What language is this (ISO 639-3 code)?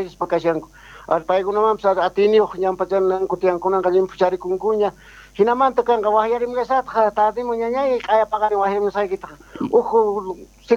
quh